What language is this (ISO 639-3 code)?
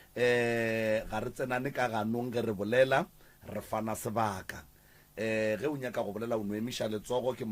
nso